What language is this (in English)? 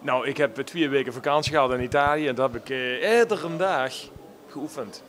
Limburgish